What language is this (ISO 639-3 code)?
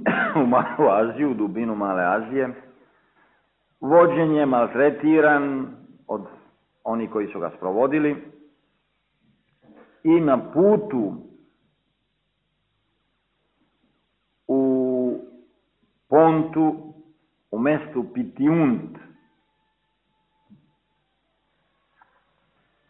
srp